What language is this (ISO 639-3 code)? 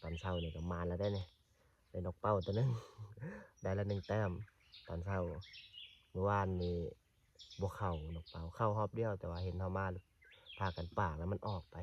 lao